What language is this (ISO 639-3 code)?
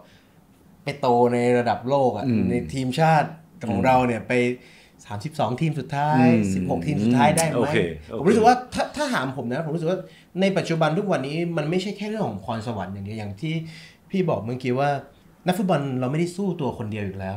tha